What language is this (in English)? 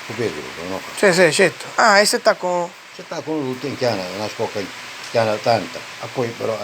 Sicilian